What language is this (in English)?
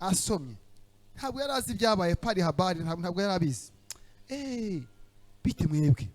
Kinyarwanda